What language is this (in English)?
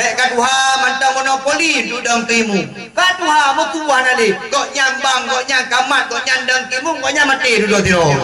Achinese